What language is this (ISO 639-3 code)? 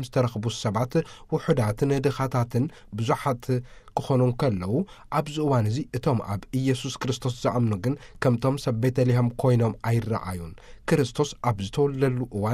tir